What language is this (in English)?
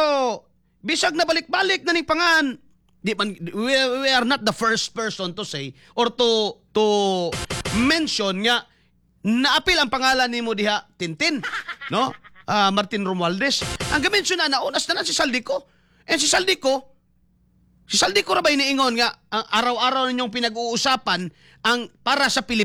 Cebuano